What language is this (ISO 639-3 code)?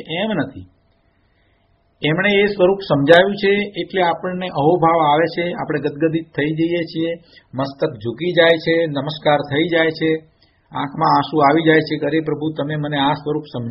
guj